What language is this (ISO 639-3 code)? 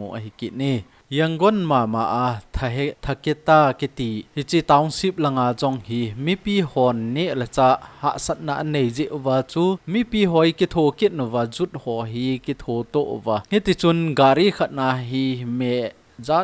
tcz